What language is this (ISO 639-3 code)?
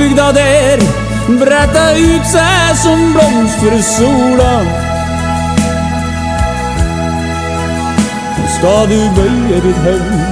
nor